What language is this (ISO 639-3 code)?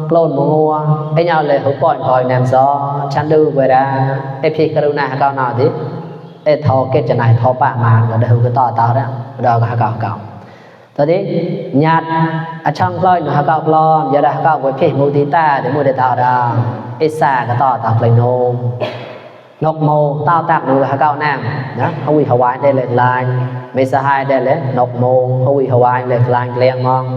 mnw